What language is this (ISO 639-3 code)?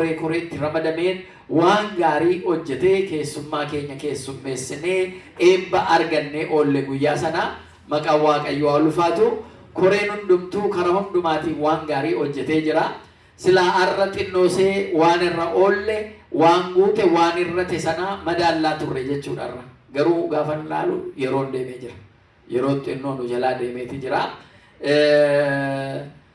orm